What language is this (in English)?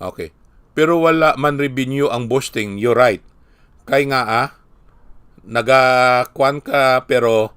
Hiligaynon